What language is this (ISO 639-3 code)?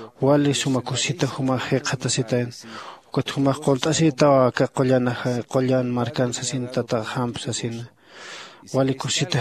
aym